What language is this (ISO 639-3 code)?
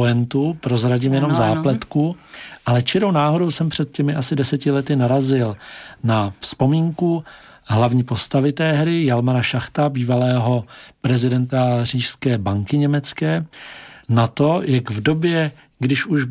ces